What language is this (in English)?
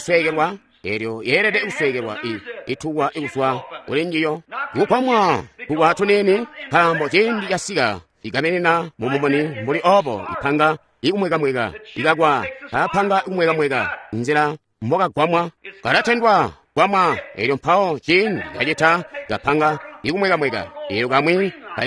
Tonga (Zambia)